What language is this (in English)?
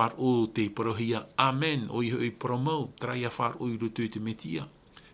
Tahitian